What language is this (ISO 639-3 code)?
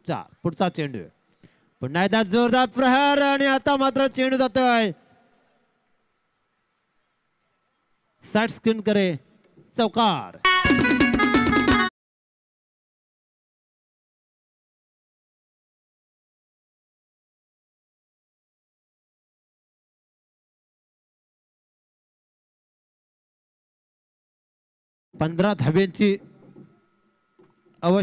mar